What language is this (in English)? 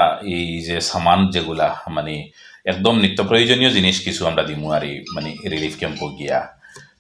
Sylheti